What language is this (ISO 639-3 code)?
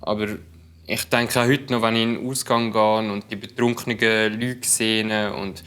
gsw